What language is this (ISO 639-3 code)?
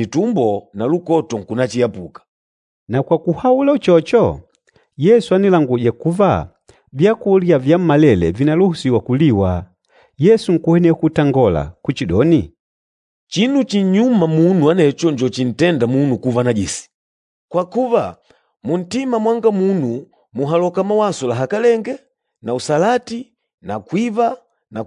kde